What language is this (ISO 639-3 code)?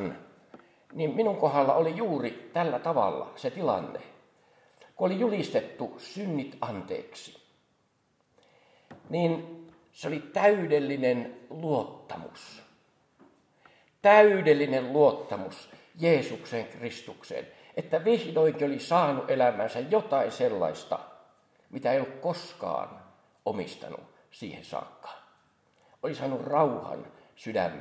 fin